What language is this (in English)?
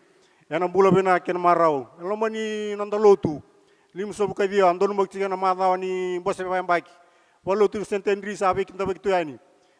Fijian